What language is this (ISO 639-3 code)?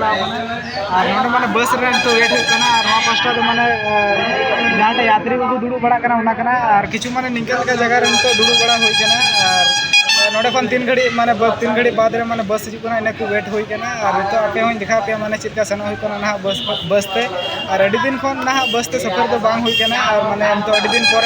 sat